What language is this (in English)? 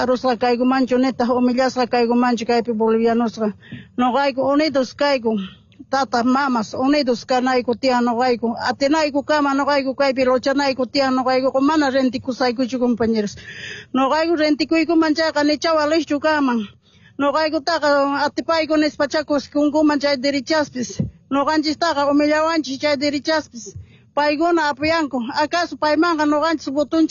Quechua